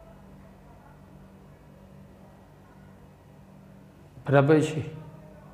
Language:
Gujarati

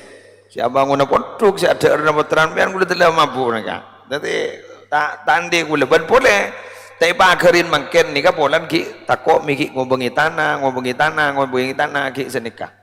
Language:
Madurese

